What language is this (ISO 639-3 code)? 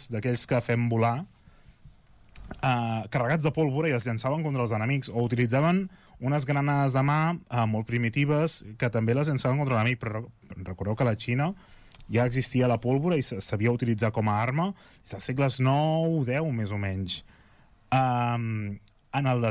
cat